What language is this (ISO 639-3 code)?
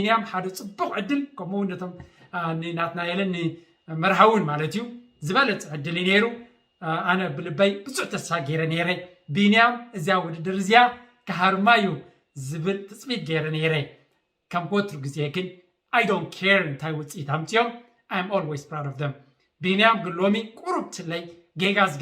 tir